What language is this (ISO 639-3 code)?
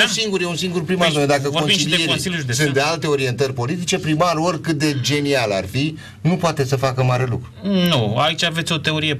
ron